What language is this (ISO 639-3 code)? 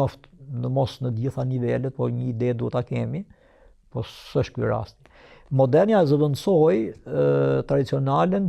sqi